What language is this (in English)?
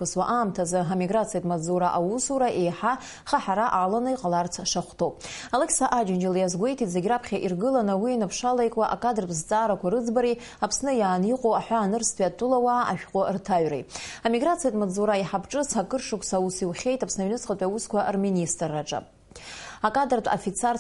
Abkhazian